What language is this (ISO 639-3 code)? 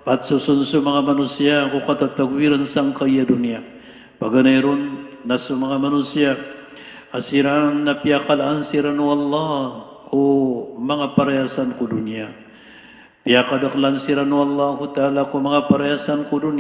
mrw